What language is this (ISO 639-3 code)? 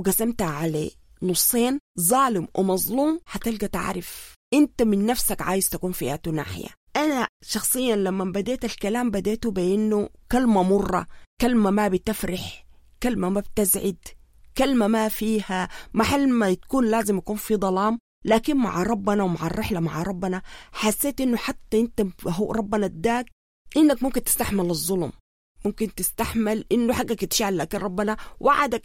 apd